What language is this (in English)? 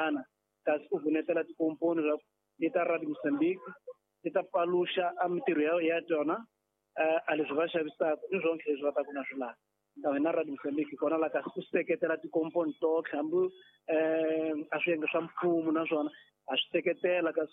Tsonga